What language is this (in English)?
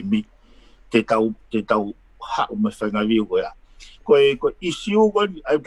Tongan